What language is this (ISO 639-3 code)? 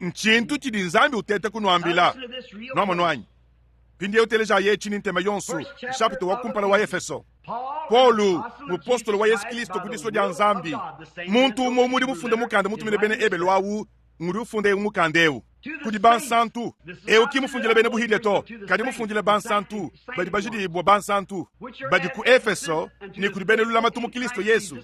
lua